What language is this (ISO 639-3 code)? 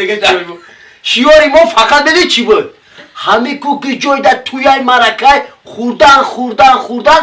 tgk